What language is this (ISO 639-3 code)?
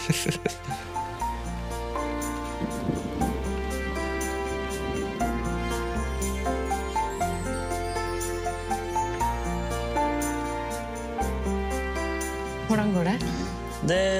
nor